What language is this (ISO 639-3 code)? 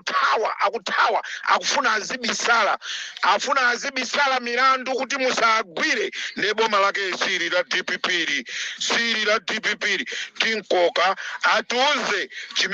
nya